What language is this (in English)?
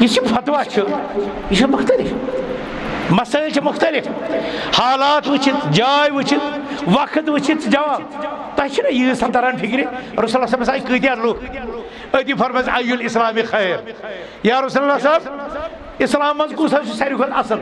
Kashmiri